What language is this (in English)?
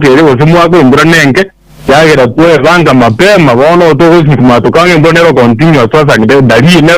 Gusii